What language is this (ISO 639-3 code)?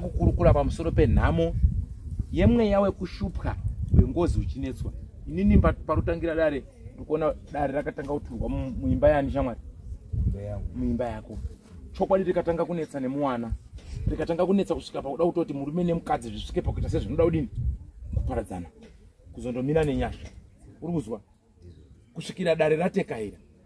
sna